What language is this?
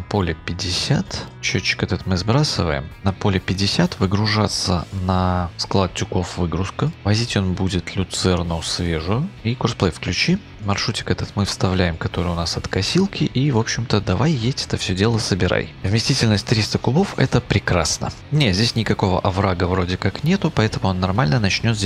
Russian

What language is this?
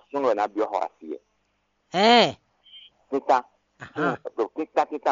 Fon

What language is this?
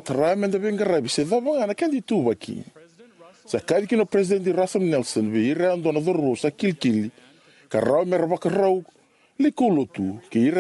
Fijian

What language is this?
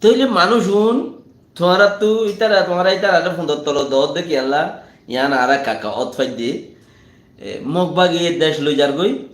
Rohingya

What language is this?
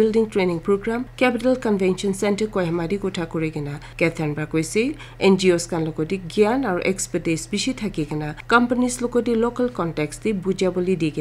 Naga Pidgin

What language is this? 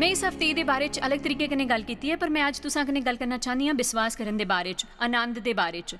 Dogri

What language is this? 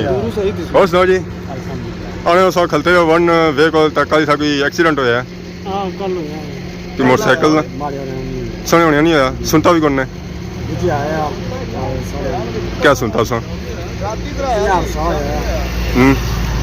Pahari-Potwari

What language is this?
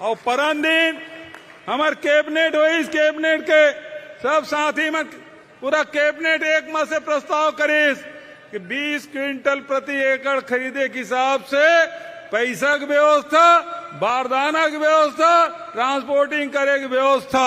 Chhattisgarhi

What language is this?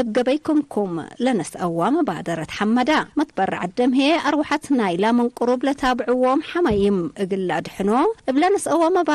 Tigre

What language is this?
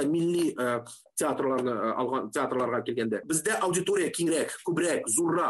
Tatar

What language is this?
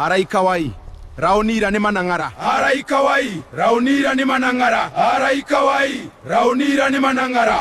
Gilbertese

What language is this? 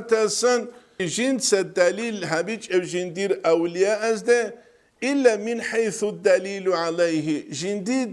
Avaric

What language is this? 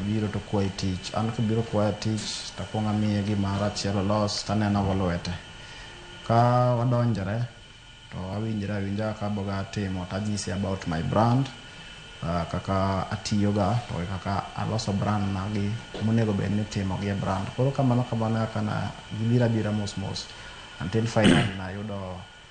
Luo (Kenya and Tanzania)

